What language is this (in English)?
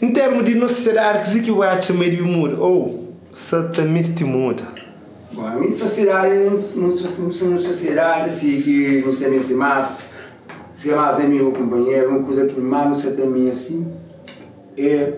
Kabuverdianu